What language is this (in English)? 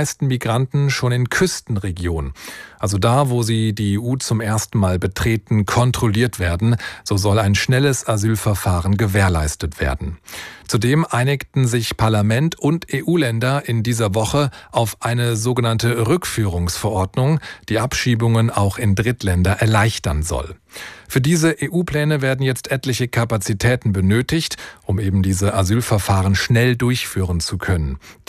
German